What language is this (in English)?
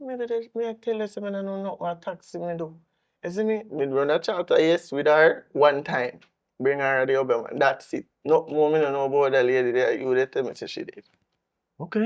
Jamaican Creole English